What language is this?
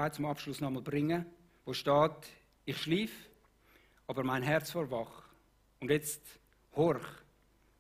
Swiss German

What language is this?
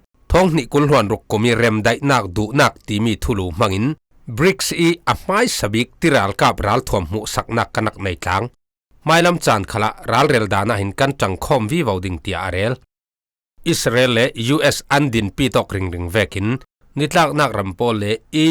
Falam Chin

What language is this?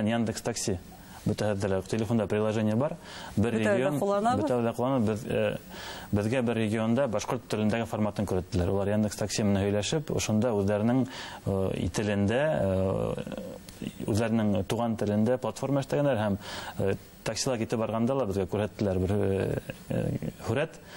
Bashkir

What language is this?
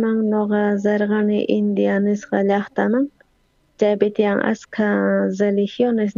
South Bolivian Quechua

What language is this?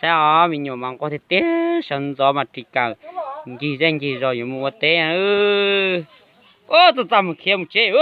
Hmong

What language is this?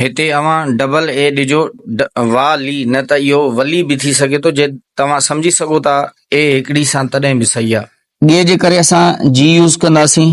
Sindhi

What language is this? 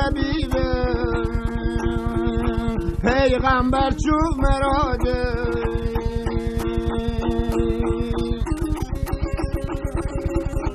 Persian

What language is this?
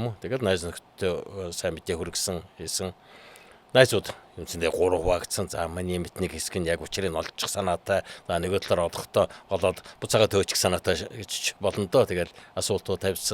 Mongolian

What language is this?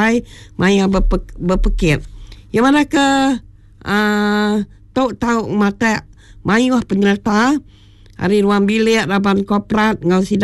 Iban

